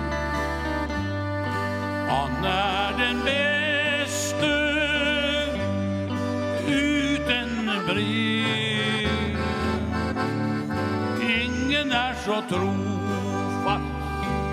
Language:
Norwegian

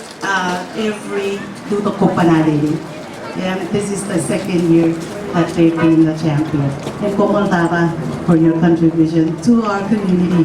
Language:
Marshallese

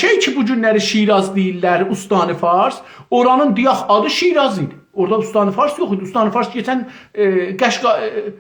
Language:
South Azerbaijani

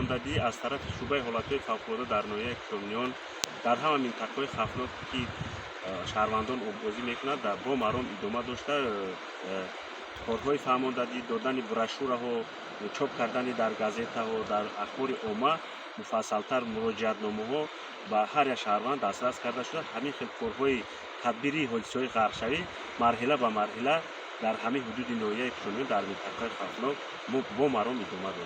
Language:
Tajik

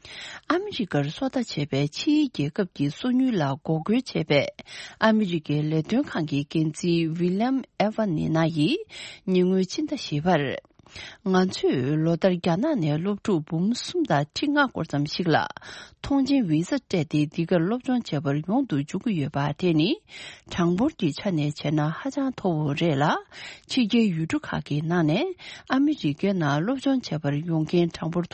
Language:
Tibetan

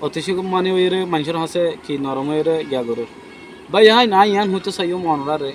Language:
Rohingya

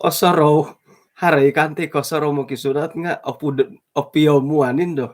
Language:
Central Dusun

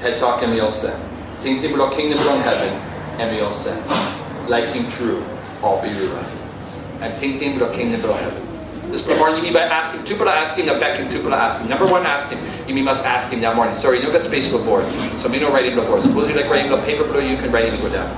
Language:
Tok Pisin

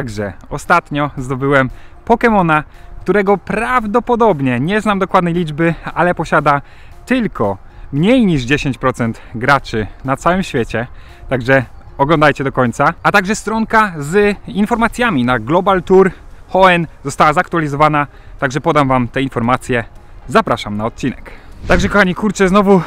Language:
Polish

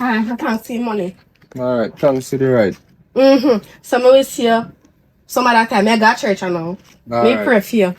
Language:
Jamaican Creole English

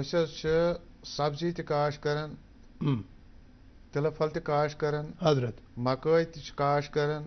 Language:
Kashmiri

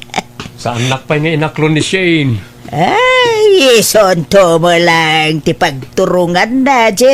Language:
Iloko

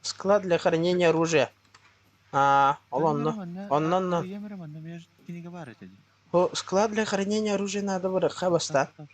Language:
Yakut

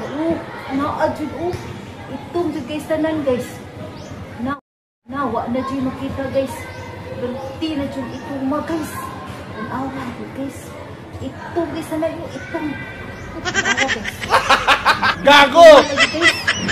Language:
Cebuano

